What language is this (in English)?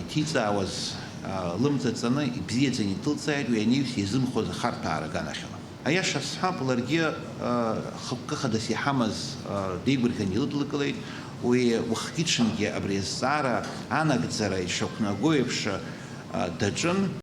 Abkhazian